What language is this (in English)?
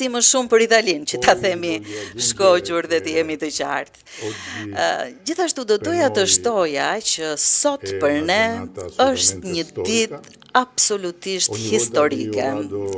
Albanian